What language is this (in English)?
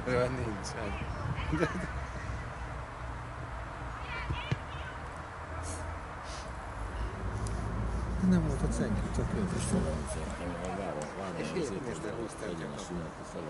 Hungarian